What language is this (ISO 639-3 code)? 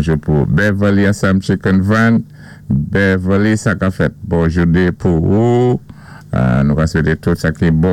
acf